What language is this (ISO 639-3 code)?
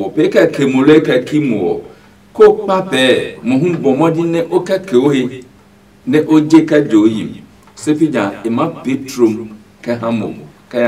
ada